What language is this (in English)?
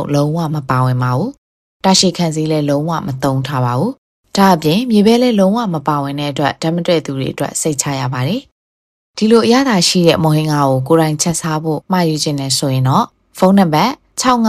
Burmese